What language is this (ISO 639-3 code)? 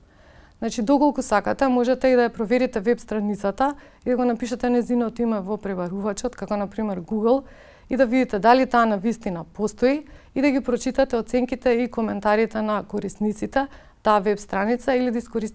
mkd